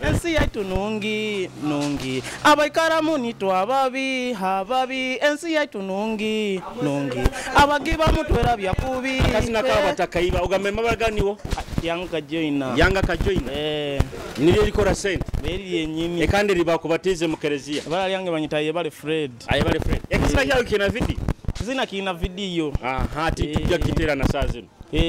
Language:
Nyoro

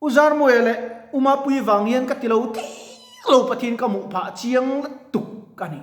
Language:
Mizo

